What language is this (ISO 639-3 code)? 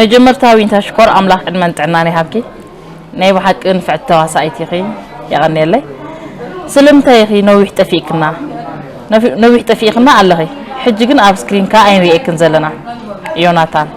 tir